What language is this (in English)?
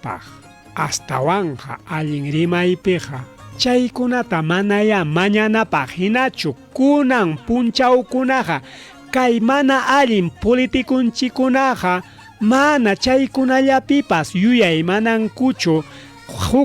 Ayacucho Quechua